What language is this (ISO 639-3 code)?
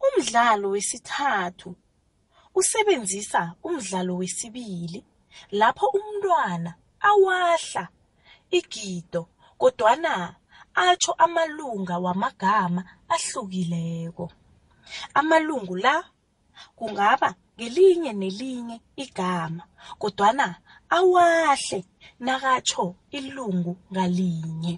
nbl